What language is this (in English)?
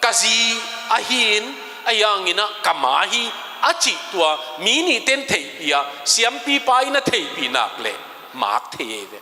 Tedim Chin